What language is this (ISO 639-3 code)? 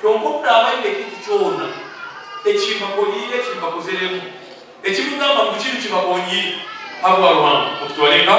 nyn